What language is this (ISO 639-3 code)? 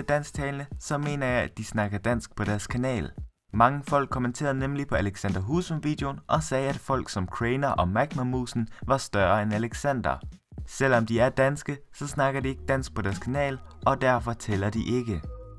dan